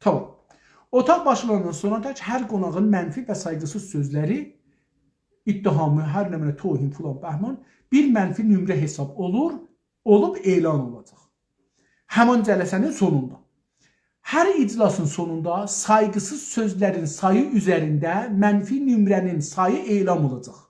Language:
South Azerbaijani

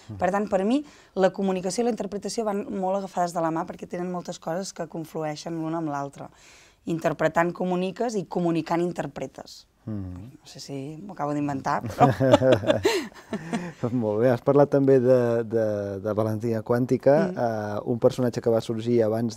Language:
Catalan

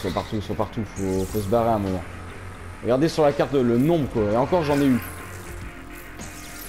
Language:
French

